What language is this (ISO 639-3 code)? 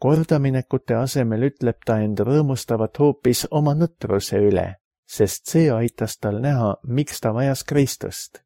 est